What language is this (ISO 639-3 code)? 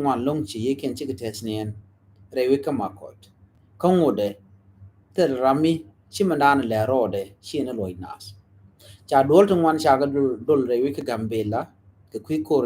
nus